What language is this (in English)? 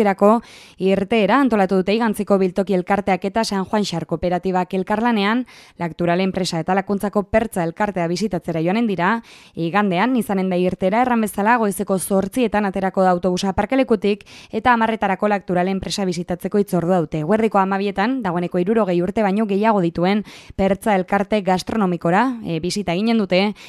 Basque